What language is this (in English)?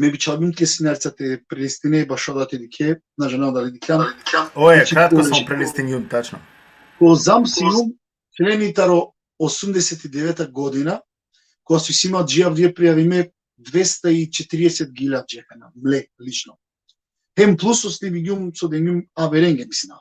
Balkan Romani